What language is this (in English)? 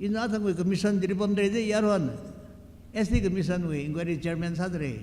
Tangkhul Naga (India)